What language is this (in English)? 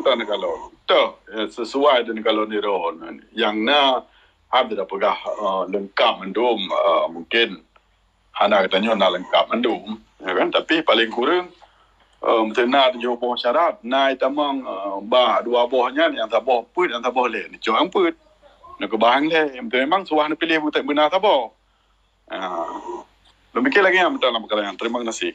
Achinese